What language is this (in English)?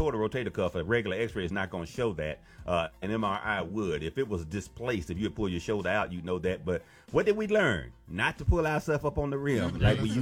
English